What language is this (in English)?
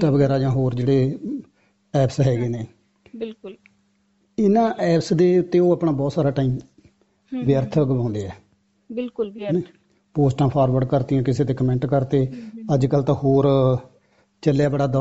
Punjabi